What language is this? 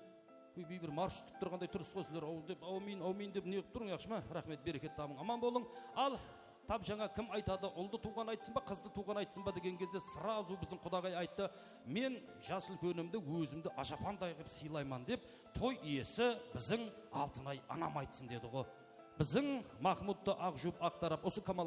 Kara-Kalpak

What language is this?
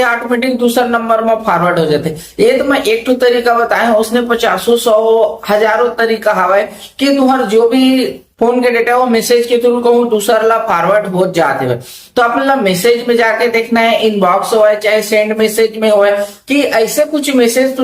Chhattisgarhi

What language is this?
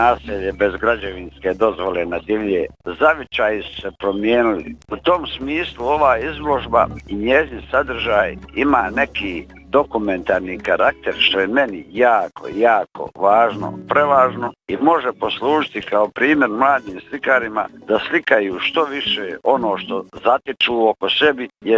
Bosnian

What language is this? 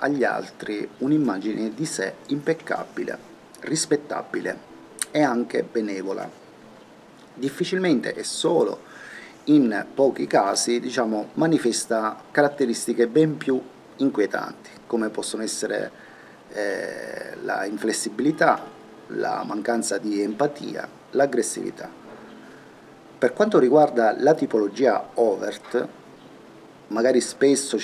Italian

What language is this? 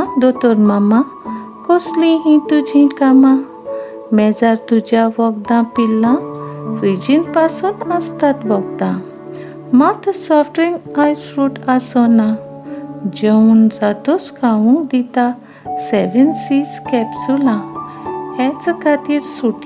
Konkani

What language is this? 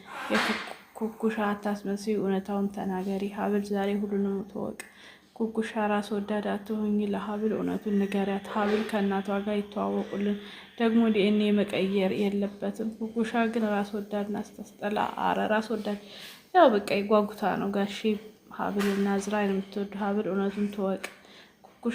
Amharic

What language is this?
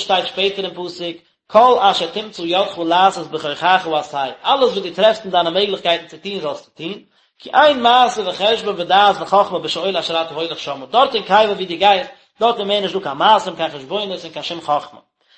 Yiddish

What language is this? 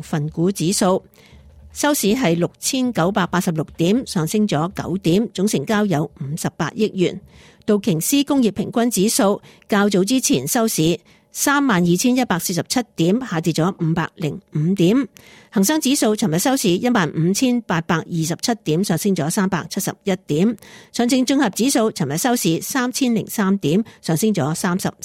Cantonese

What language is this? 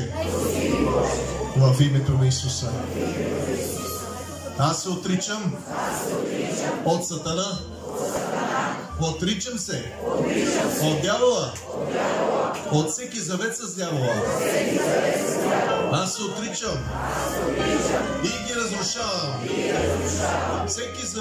Bulgarian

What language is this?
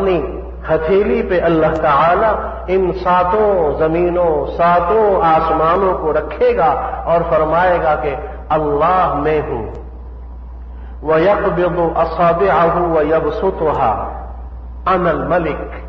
Urdu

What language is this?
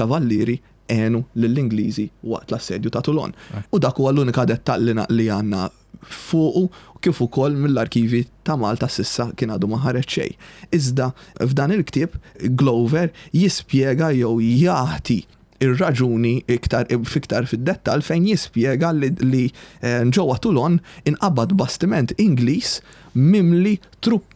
Maltese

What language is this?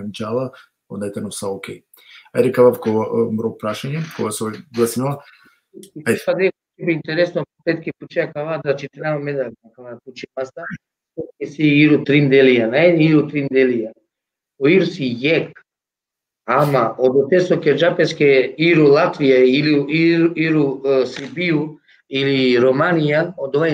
Balkan Romani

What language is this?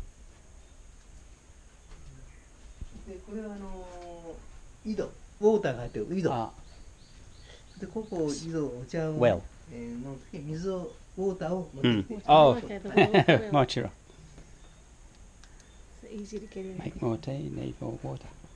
Japanese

